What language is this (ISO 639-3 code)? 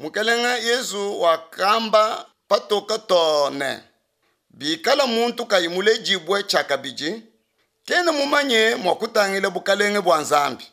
lua